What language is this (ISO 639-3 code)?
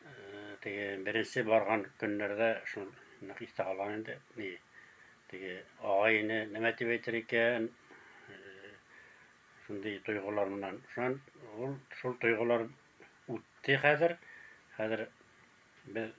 bak